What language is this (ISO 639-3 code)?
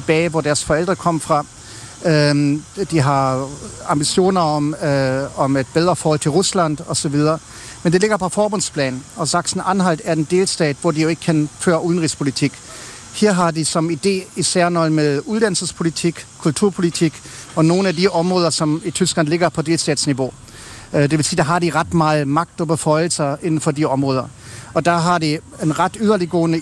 dan